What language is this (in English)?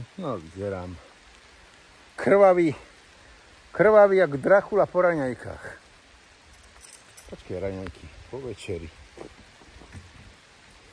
Slovak